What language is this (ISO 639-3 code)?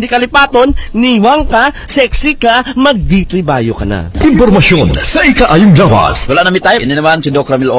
hil